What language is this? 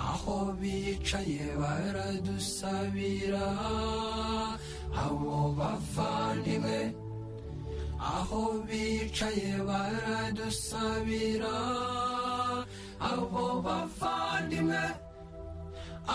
Kinyarwanda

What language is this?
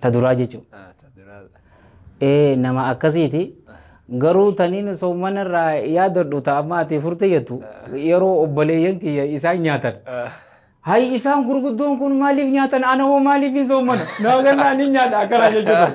Oromo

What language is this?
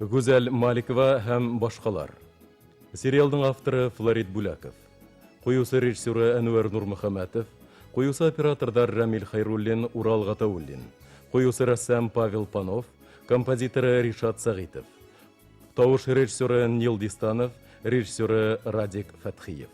Bashkir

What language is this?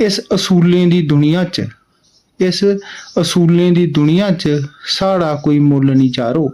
Dogri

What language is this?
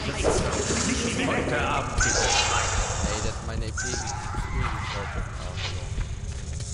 German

